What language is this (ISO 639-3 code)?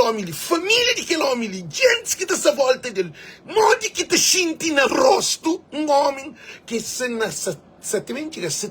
kea